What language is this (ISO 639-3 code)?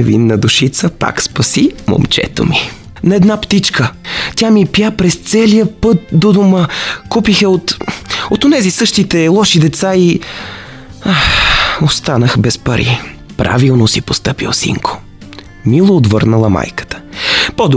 bul